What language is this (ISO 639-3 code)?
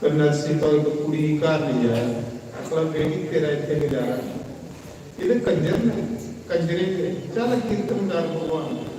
doi